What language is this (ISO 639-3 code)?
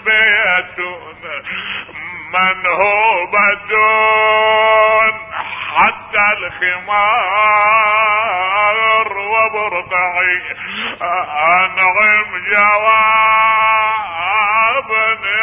ara